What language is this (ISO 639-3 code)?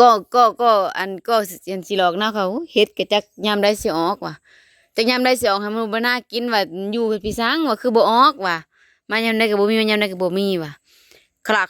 tts